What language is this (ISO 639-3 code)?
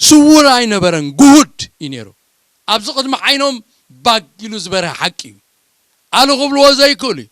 tir